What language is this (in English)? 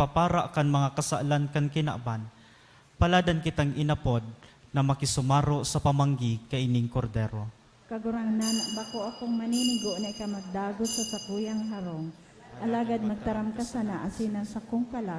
Bikol